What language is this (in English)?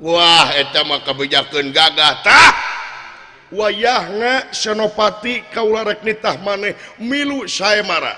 Sundanese